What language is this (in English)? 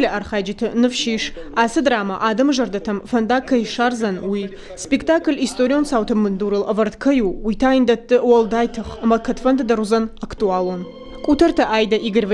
Ossetic